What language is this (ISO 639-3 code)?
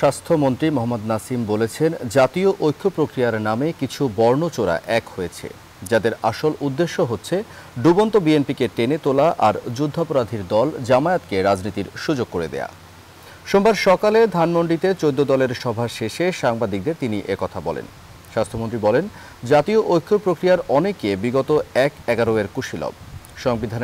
ben